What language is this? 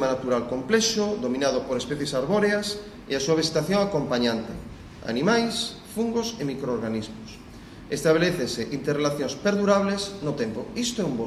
Galician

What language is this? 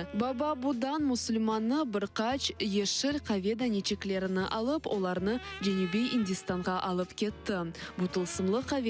Crimean Tatar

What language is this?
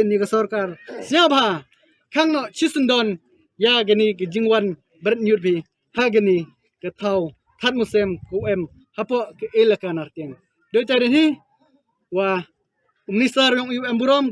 Khasi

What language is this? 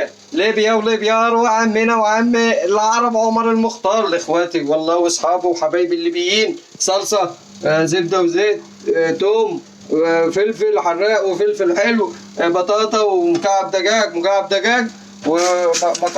Egyptian Arabic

